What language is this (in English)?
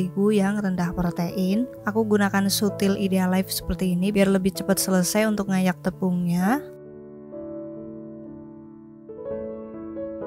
Indonesian